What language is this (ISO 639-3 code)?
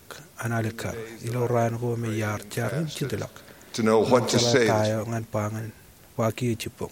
mah